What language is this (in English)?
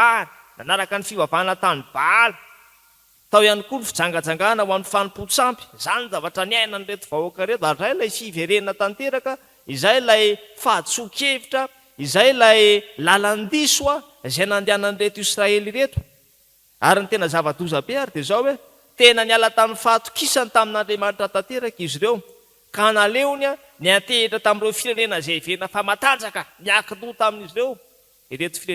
Malagasy